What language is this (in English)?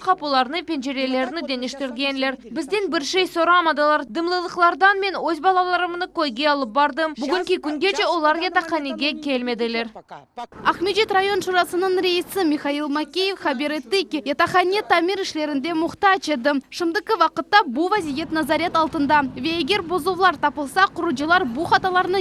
Crimean Tatar